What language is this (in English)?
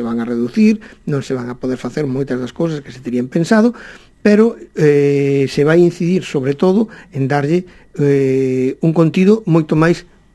Galician